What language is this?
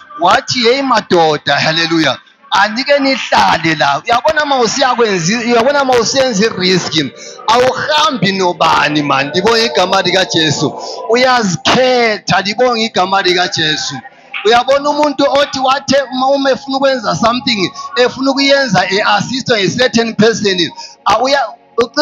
Zulu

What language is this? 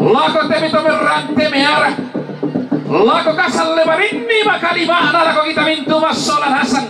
Toraja-Sa'dan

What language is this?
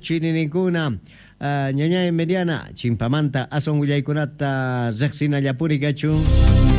Quechua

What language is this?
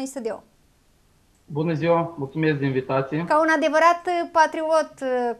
Romanian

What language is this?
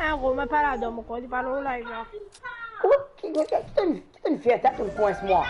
Morisyen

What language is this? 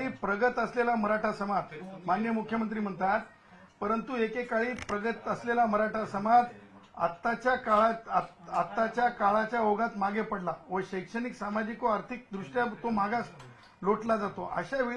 Marathi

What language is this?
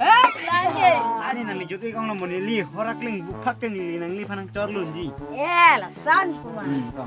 Karbi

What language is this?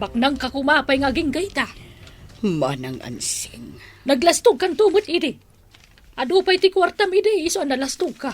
Iloko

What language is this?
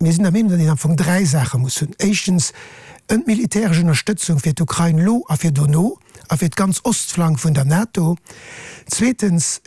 Luxembourgish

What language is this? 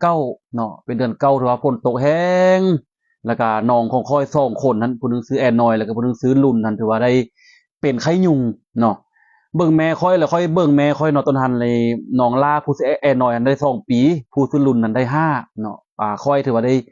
Lao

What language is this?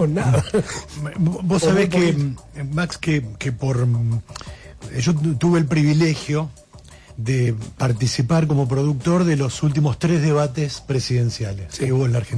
Spanish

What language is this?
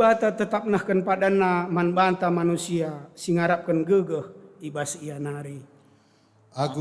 Batak Karo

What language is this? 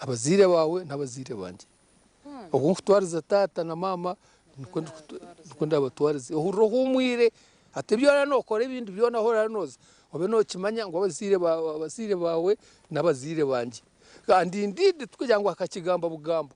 Nyankole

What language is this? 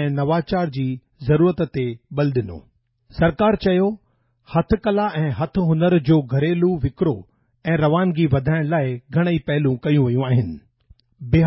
Sindhi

